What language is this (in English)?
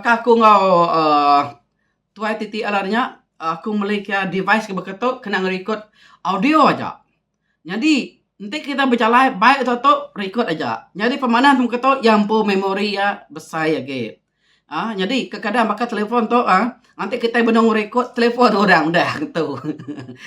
Iban